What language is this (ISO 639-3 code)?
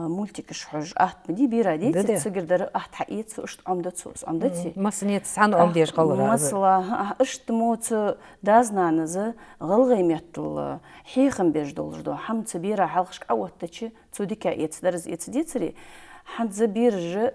inh